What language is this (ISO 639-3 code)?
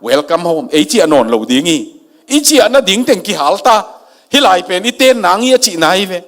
ctd